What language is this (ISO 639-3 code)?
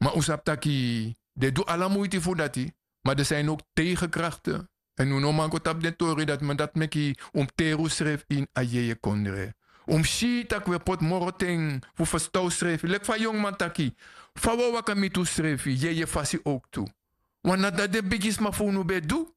srn